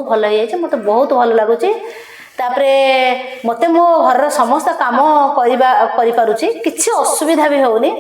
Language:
Odia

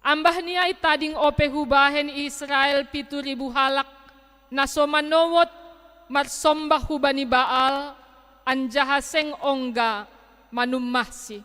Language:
Batak Simalungun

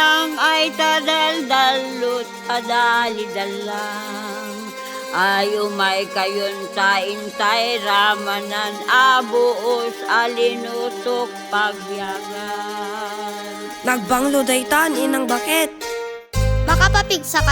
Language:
Iloko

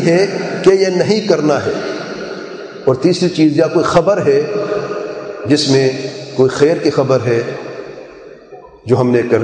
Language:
Urdu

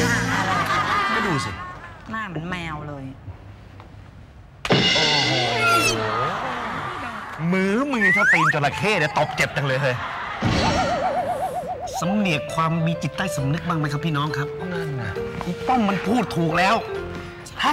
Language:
Thai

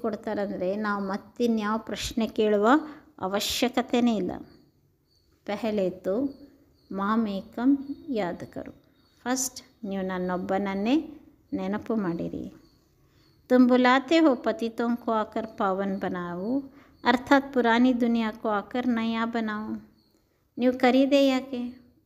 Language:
Kannada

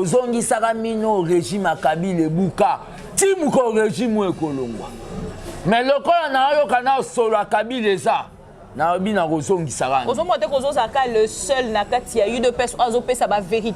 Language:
Lingala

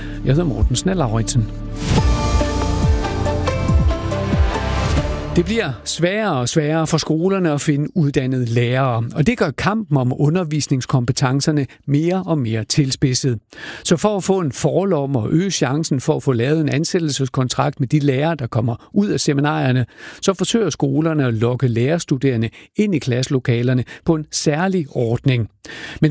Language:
Danish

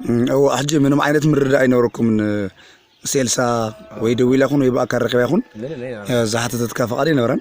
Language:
Tigrinya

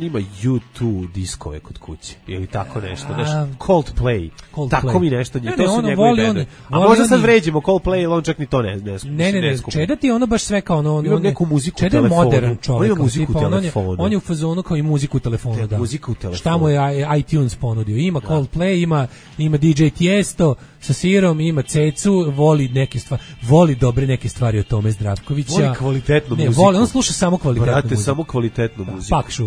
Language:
Serbian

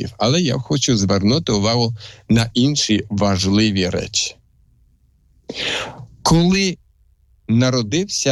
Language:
Ukrainian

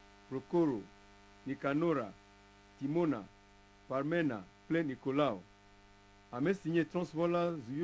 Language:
Ewe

